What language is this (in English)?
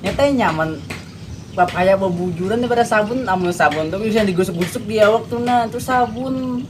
Banjar